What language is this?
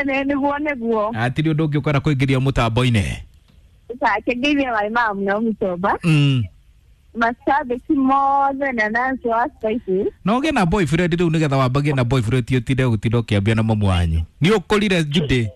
Kikuyu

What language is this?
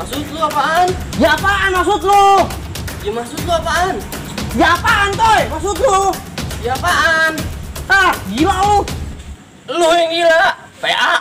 Betawi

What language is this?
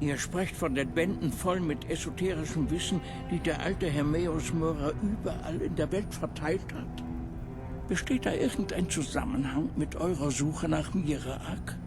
Bavarian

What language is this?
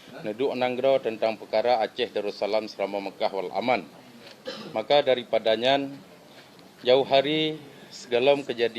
Achinese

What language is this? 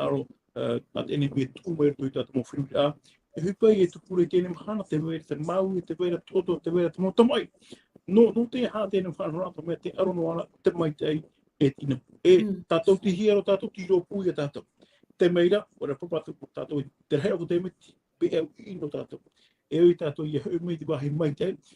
Tahitian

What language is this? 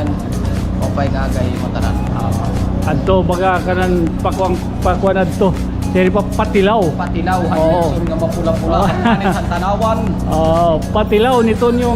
Waray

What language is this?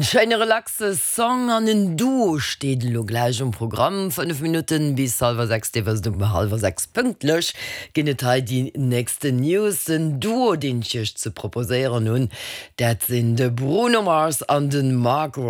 Luxembourgish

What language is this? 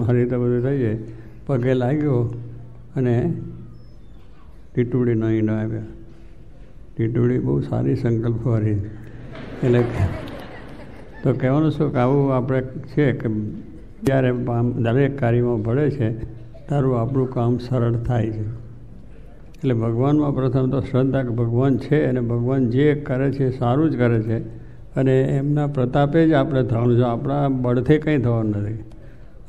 Gujarati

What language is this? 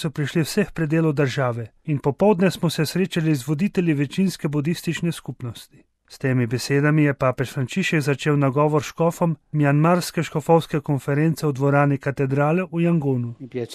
Slovenian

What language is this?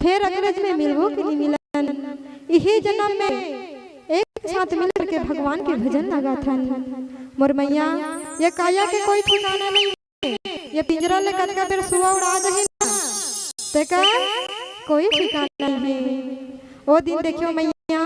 Chhattisgarhi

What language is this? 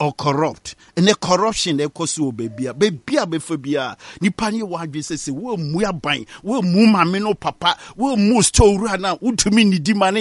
Akan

